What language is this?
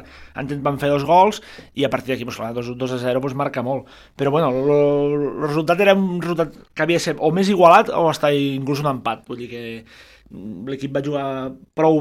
Catalan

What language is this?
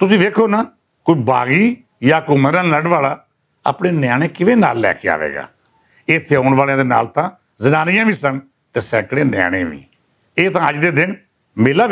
Western Panjabi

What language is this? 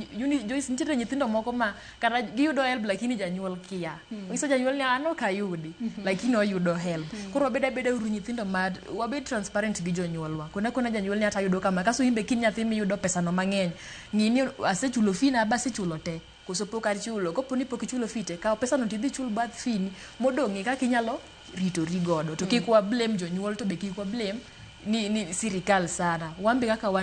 Luo (Kenya and Tanzania)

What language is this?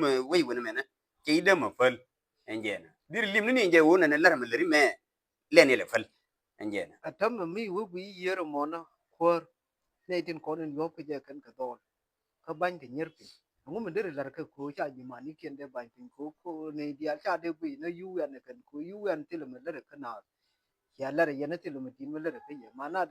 Nuer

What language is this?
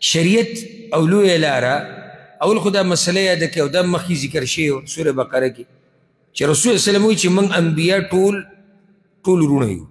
Pashto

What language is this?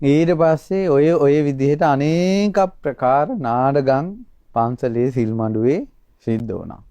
Sinhala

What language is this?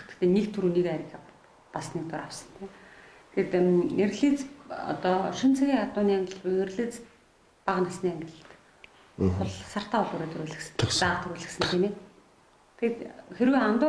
Mongolian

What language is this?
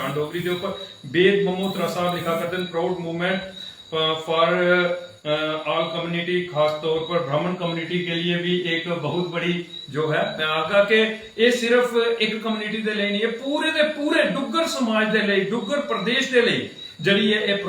Dogri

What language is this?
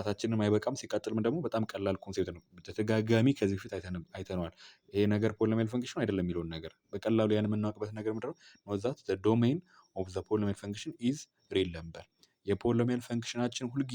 Amharic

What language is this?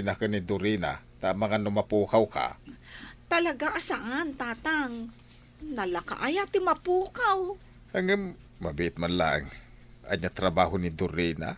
Iloko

